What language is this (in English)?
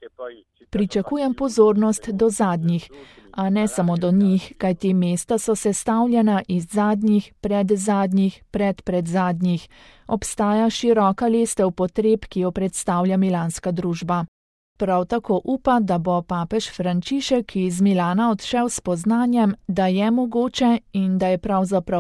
Slovenian